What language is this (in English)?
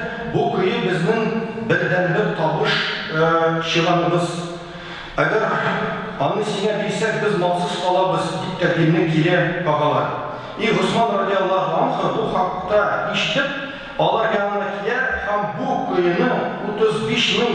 Tatar